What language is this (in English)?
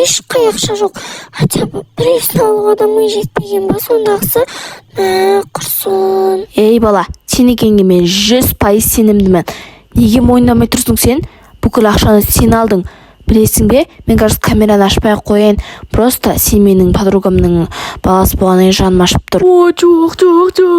Kazakh